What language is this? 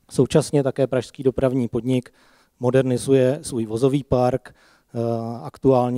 Czech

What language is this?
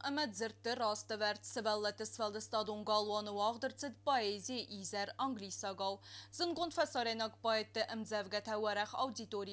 Ossetic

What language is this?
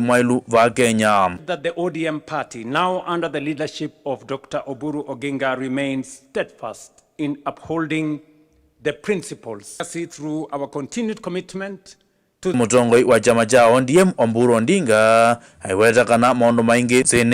Kamba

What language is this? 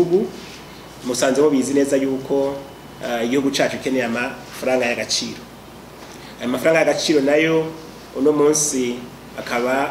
Rundi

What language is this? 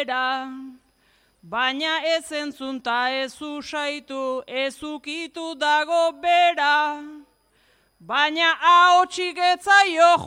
Basque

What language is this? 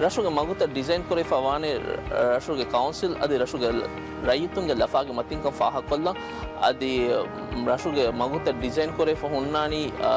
Divehi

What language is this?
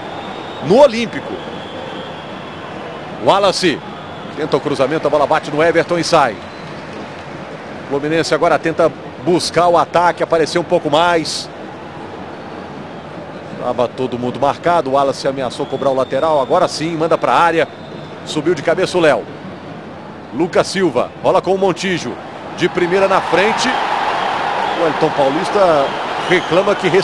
Portuguese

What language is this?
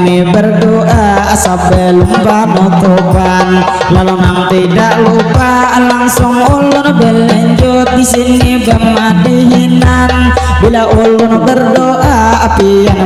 Banjar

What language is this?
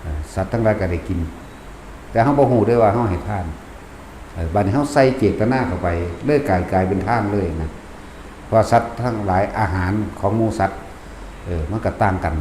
Northeastern Thai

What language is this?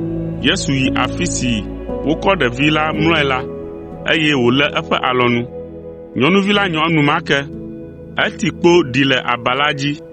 Ewe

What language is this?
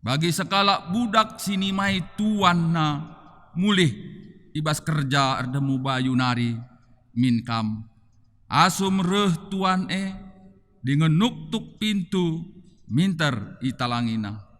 Batak Karo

